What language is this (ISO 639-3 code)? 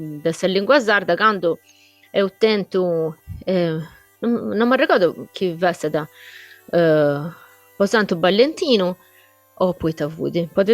srd